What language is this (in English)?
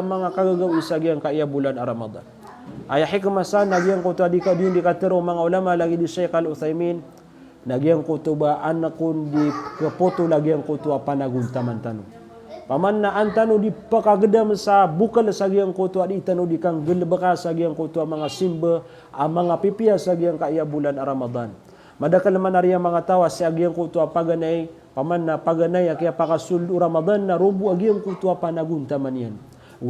Maranao